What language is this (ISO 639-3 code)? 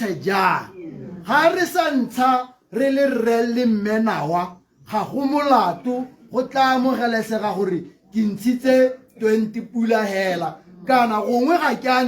tsn